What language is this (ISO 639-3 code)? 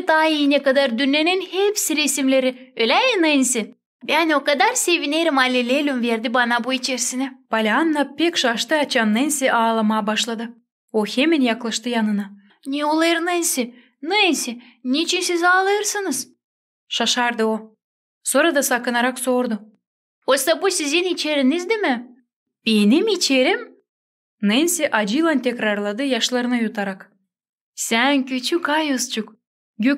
gag